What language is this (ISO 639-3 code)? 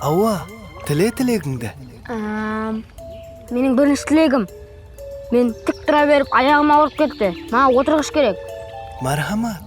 kaa